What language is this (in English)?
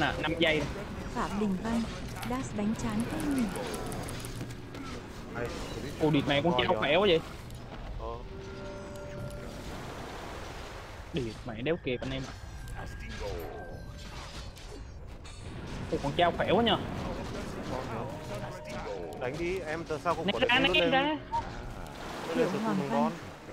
Vietnamese